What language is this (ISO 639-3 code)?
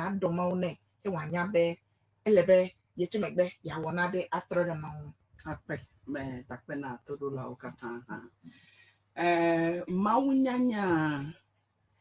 ewe